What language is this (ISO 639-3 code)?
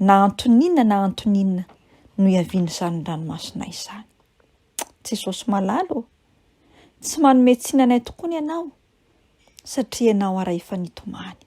mlg